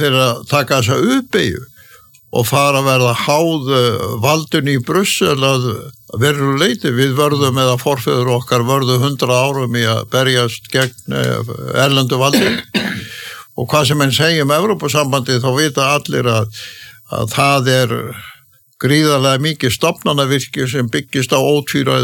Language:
Icelandic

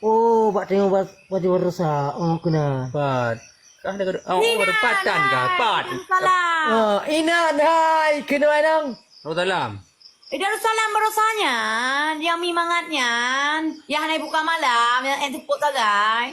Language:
Achinese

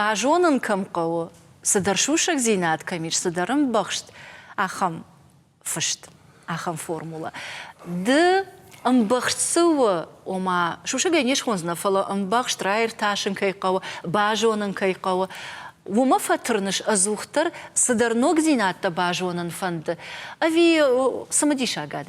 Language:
Ossetic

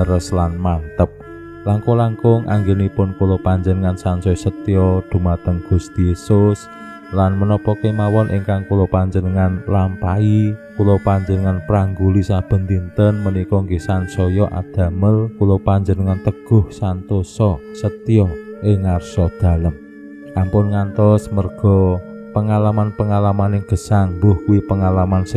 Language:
Javanese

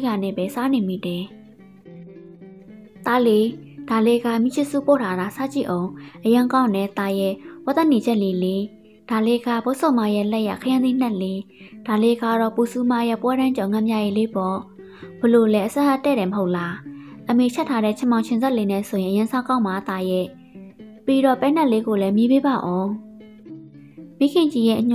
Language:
Burmese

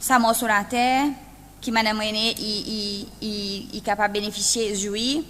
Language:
Seselwa Creole French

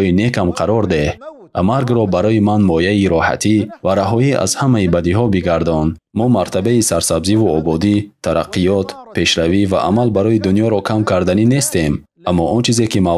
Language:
Tajik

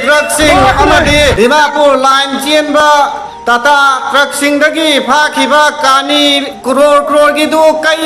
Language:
Manipuri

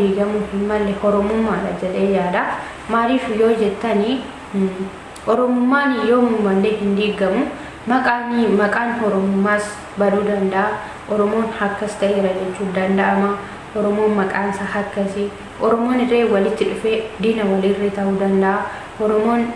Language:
Oromo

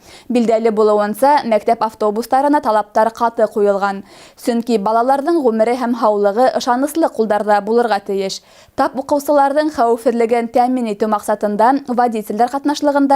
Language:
Bashkir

